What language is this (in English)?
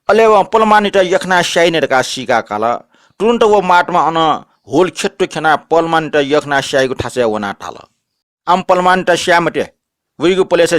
Newari